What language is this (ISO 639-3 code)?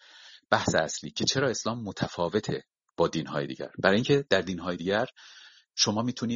fas